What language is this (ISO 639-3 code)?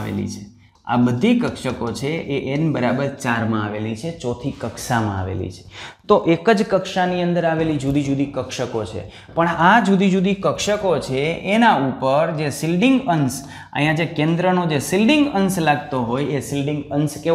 guj